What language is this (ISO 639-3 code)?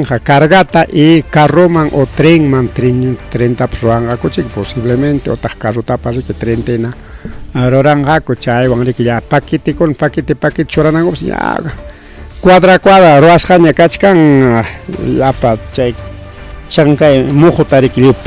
quy